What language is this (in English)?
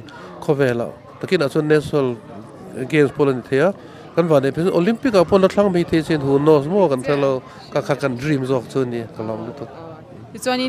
Mizo